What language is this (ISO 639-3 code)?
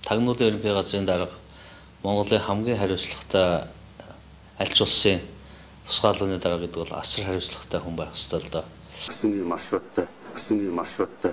mon